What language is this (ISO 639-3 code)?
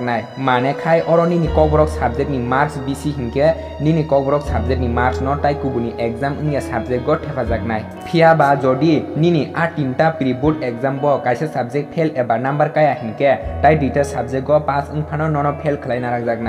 trp